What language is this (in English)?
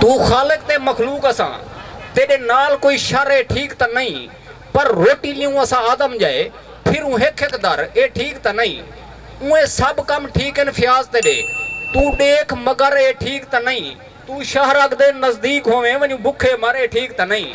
Saraiki